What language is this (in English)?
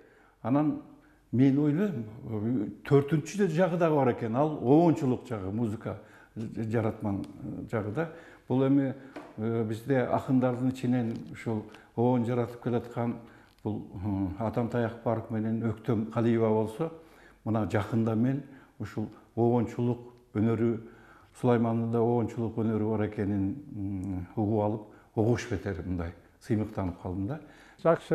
Kyrgyz